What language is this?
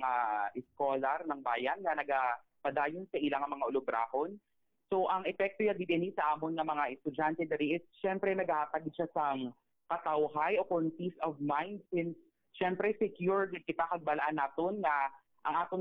Hiligaynon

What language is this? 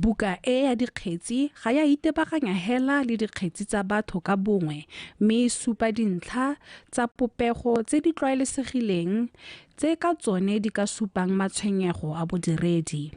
Tswana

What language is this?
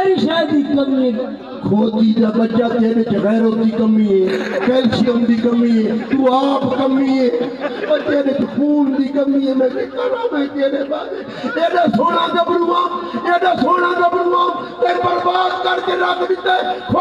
Saraiki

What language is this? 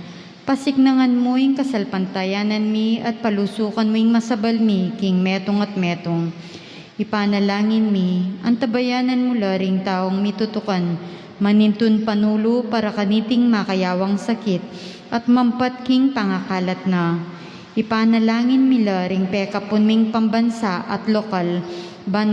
Pampanga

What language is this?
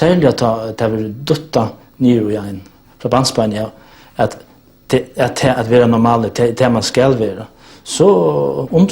Faroese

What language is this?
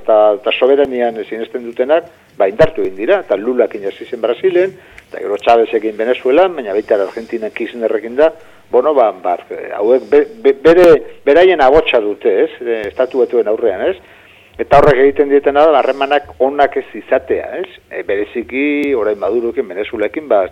Basque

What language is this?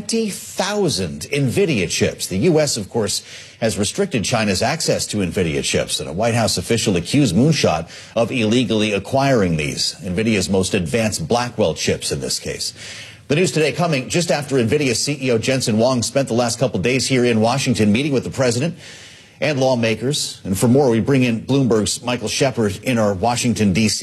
English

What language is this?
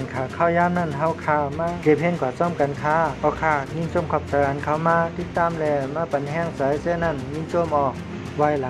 Shan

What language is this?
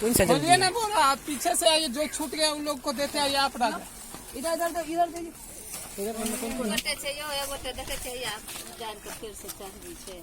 Maithili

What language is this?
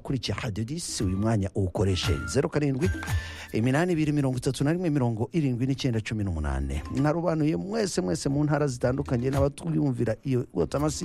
Kinyarwanda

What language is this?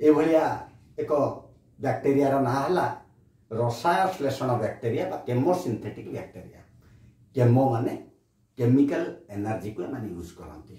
Odia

